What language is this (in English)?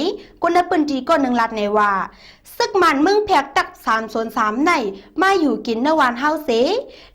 Shan